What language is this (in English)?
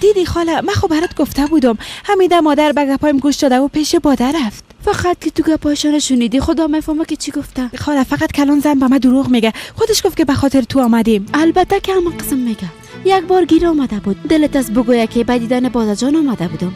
Persian